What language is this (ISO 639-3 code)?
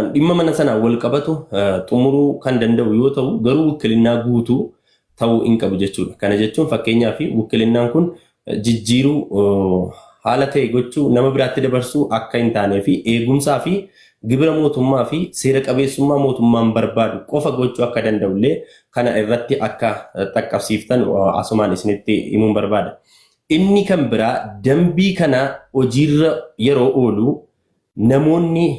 orm